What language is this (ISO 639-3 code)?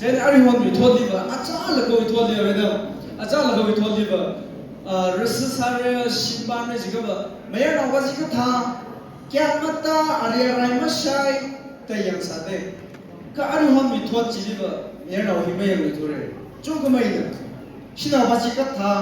nmf